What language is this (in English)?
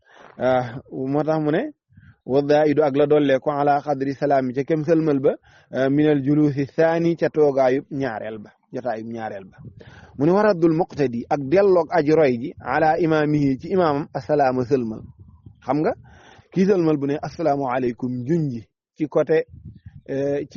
Wolof